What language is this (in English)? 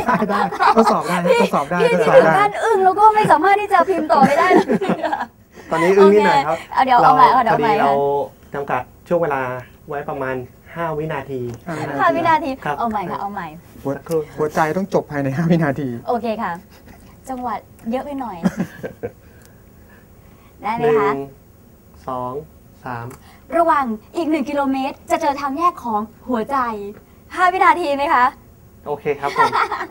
Thai